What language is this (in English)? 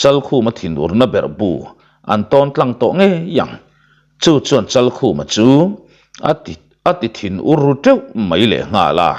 Mizo